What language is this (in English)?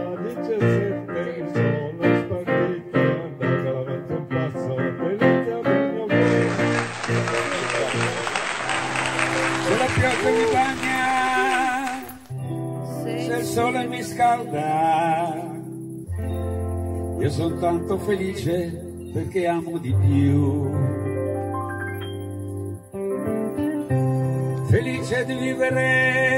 Italian